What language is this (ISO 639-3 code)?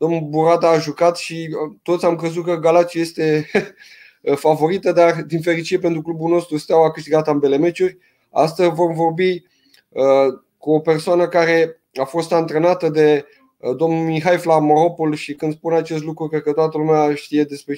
ron